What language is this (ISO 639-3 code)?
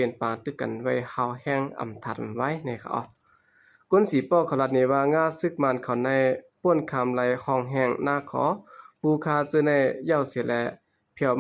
shn